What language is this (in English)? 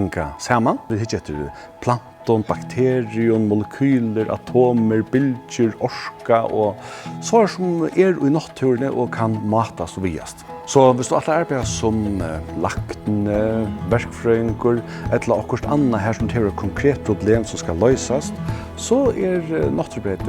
Faroese